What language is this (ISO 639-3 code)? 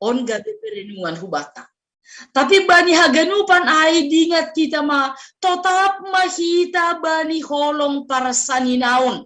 bts